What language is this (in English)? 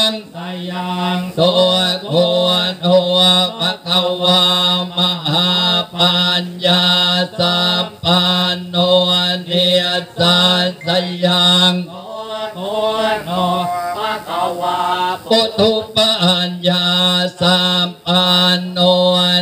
Thai